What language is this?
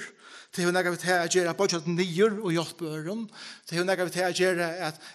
Faroese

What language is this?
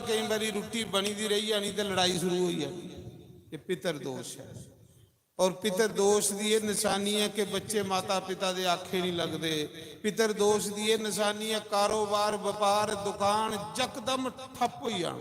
Dogri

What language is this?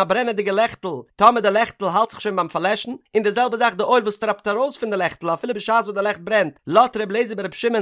Yiddish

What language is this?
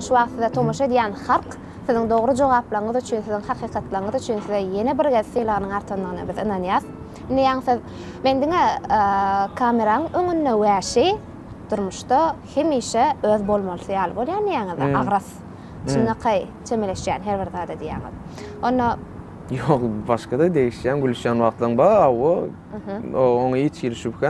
Turkmen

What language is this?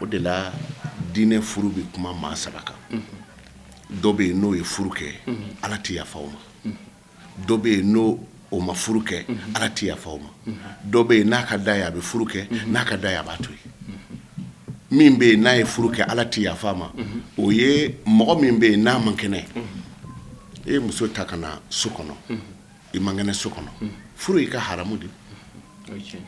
Bambara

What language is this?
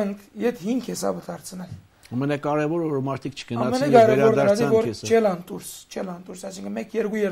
Armenian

